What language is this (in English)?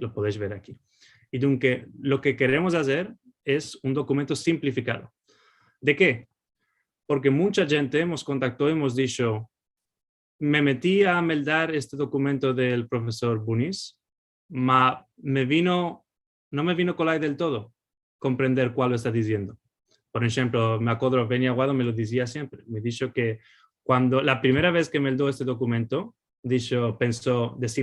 Ladino